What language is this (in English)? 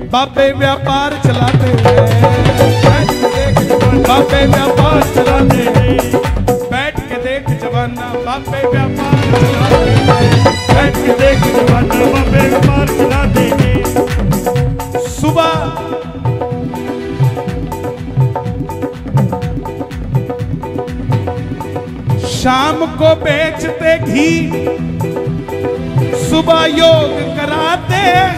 Hindi